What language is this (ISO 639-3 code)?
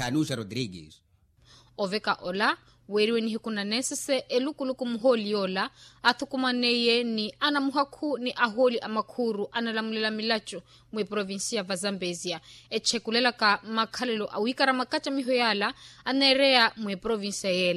vmw